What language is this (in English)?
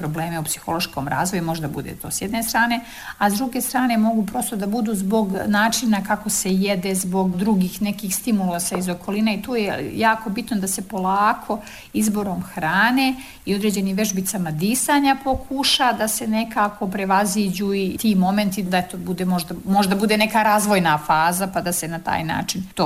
Serbian